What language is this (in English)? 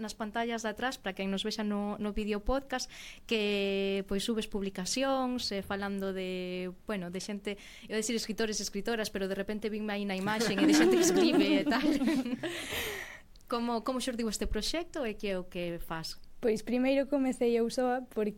Galician